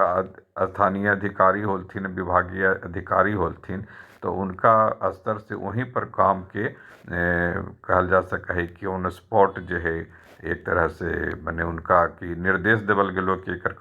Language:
Magahi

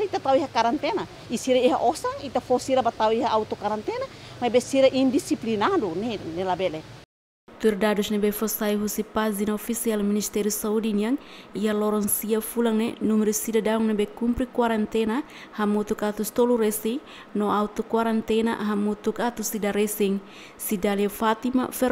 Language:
Tetum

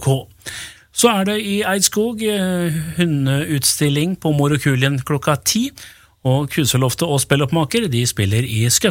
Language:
Norwegian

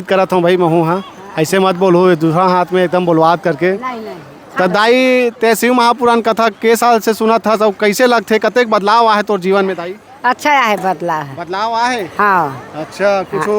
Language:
Chhattisgarhi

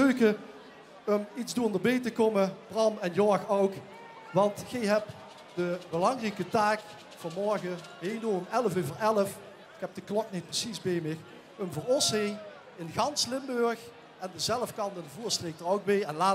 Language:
Limburgish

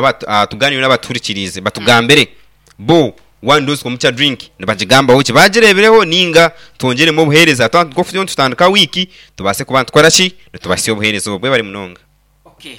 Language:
Nyankole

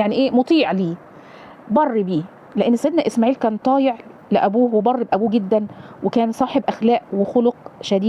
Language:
Egyptian Arabic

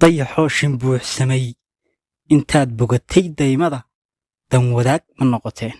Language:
Somali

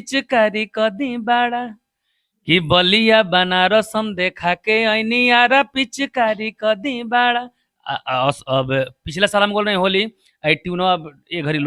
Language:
Bhojpuri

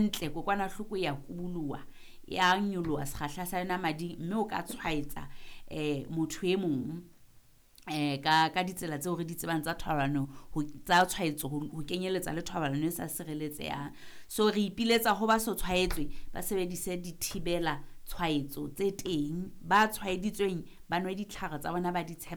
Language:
Southern Sotho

